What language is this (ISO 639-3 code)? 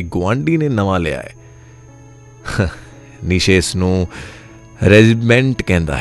pan